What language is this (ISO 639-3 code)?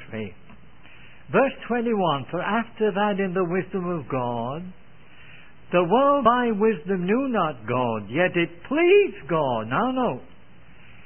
eng